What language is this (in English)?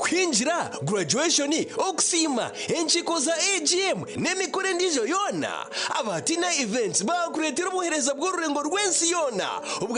Nyankole